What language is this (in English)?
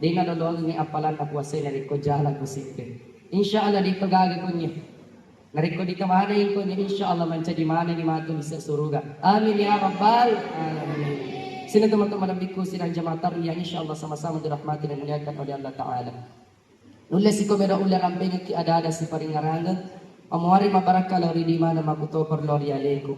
Buginese